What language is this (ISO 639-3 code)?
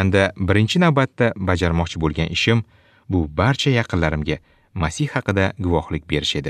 uzb